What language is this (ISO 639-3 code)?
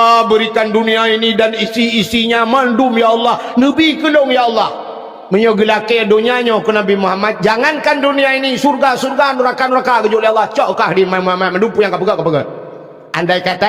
ace